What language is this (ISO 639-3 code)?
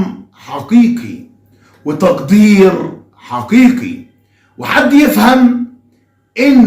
arz